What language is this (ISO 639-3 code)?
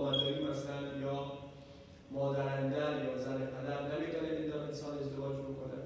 fas